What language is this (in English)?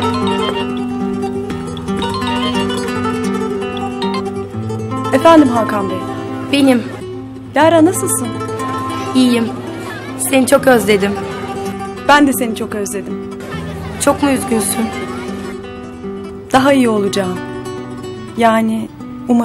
Turkish